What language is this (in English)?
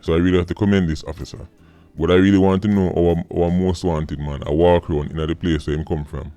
Jamaican Creole English